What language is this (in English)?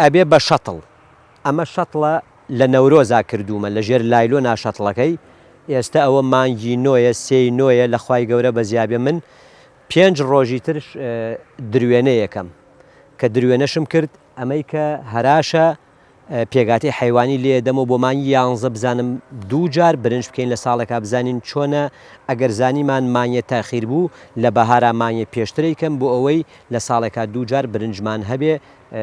Central Kurdish